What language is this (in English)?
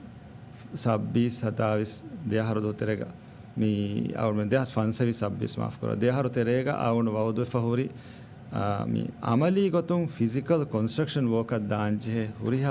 Divehi